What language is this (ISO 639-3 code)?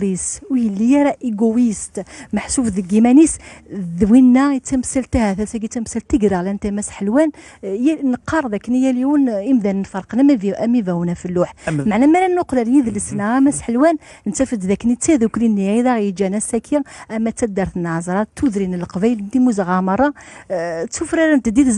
kab